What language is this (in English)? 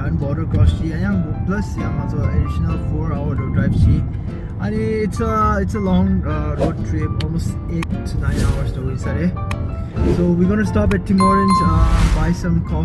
Tibetan